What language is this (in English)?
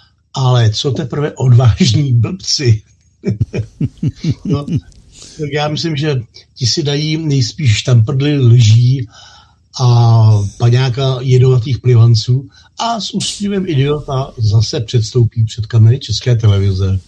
Czech